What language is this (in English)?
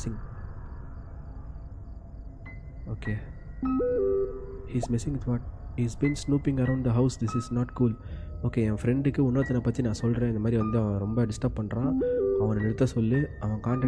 Tamil